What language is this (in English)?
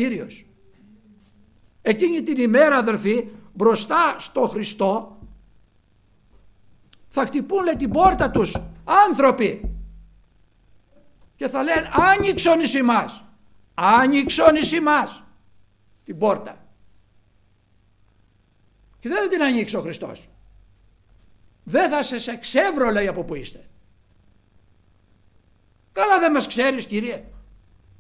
Greek